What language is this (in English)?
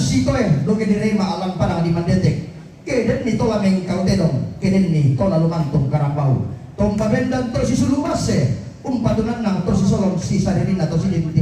Toraja-Sa'dan